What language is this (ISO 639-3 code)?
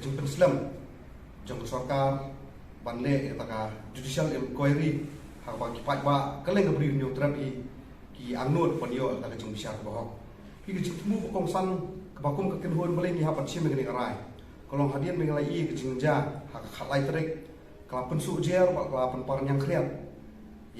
kha